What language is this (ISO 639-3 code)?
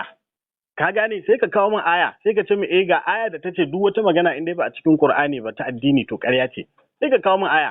hau